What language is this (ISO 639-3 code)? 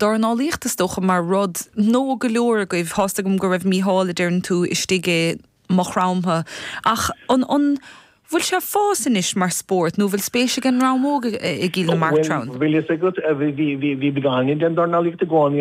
gle